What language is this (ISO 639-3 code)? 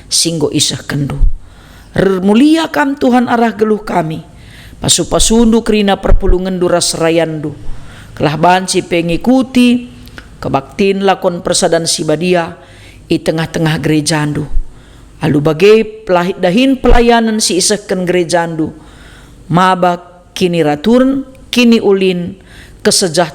btx